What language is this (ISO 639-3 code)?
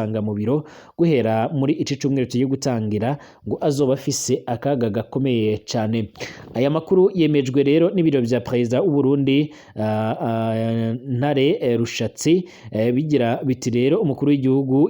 run